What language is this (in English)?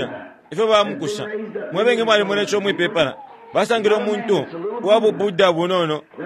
Bemba